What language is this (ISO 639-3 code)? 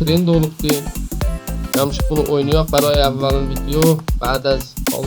azb